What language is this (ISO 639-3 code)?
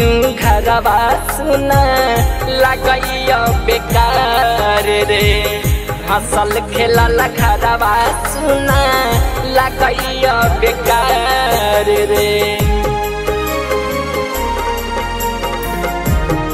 bho